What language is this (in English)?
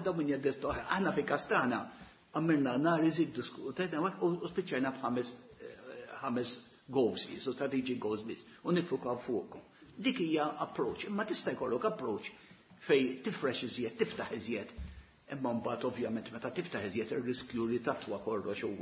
Maltese